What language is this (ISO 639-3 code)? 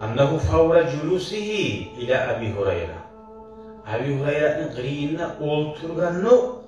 kum